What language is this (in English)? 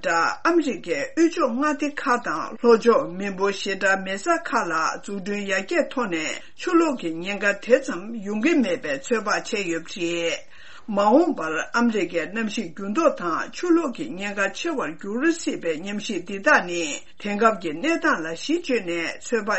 Tibetan